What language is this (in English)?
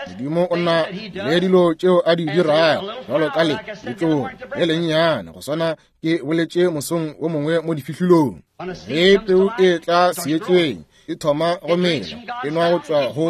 Northern Sotho